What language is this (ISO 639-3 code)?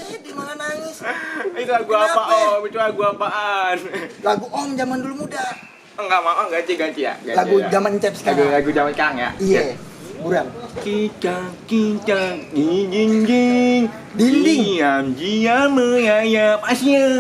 bew